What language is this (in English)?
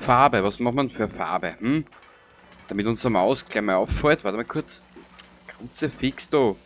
Bavarian